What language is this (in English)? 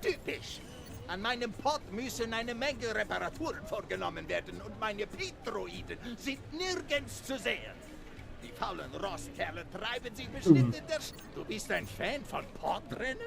Swiss German